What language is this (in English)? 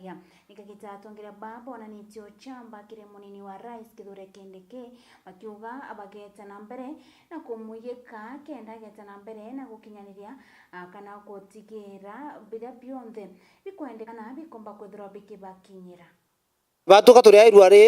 Meru